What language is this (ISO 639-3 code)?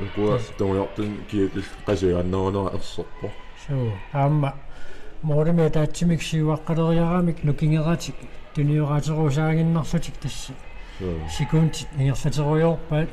kal